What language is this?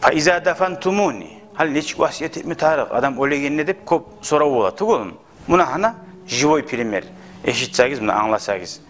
Kumyk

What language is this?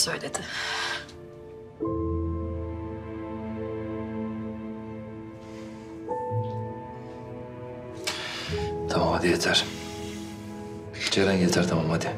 Turkish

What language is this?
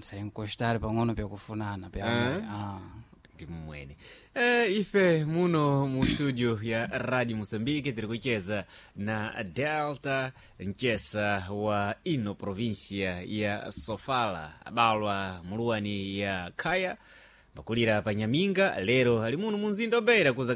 Sena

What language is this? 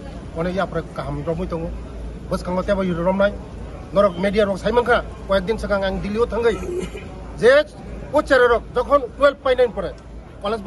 Kok Borok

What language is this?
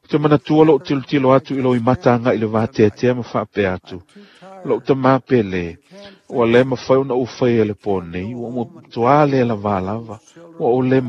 Samoan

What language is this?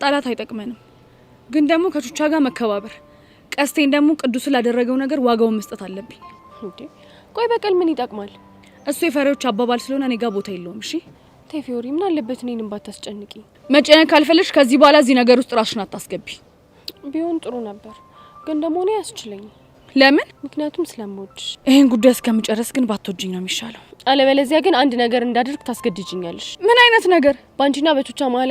Amharic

